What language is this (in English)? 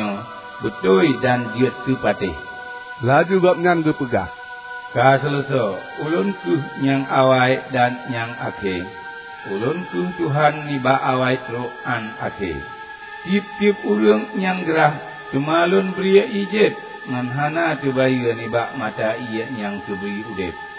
Achinese